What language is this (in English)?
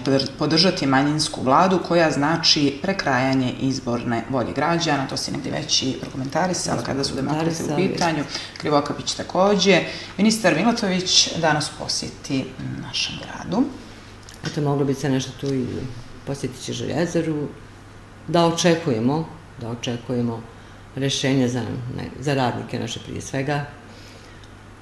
Serbian